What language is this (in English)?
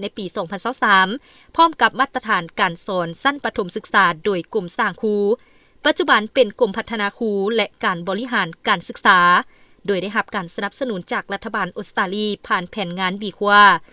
Lao